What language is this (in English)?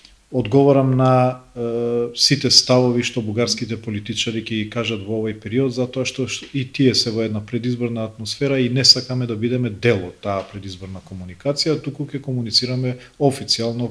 Macedonian